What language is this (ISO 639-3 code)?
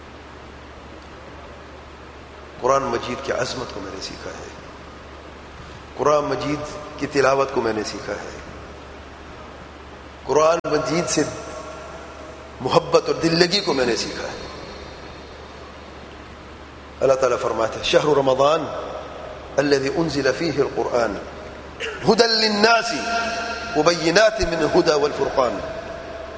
urd